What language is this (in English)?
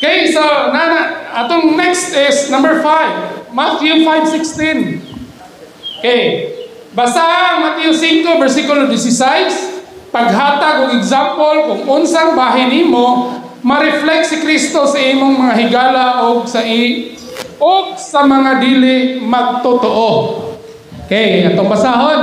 Cebuano